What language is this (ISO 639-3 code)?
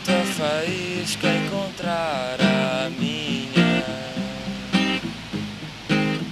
por